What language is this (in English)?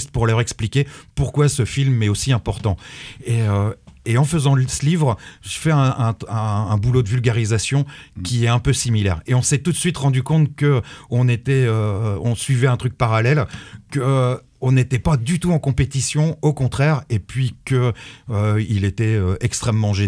French